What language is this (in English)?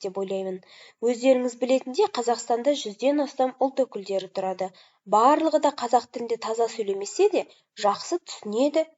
Kazakh